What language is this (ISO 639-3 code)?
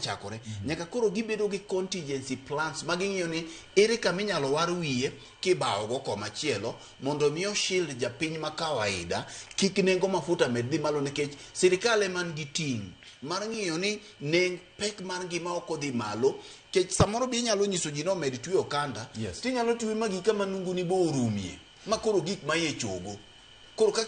luo